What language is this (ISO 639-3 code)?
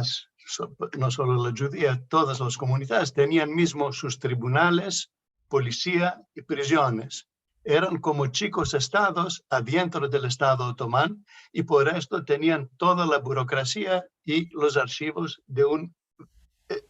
lad